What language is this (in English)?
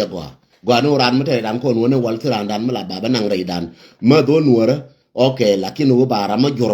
Nuer